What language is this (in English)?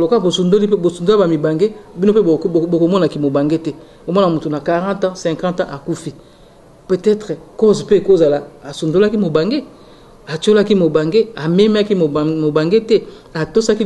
Lingala